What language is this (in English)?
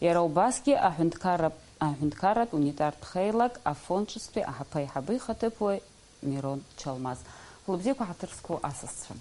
Abkhazian